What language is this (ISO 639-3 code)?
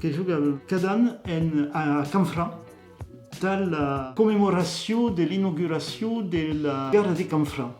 oci